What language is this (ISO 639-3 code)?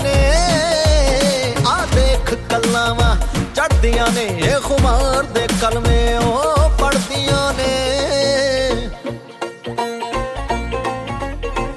pan